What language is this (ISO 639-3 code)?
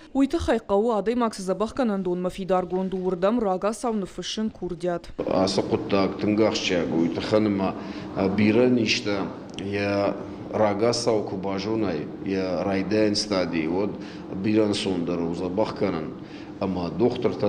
oss